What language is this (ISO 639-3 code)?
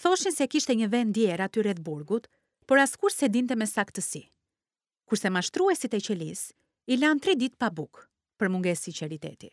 sqi